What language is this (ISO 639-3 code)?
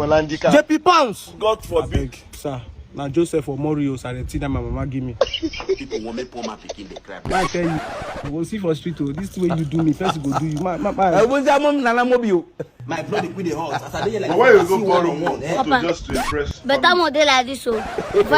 pcm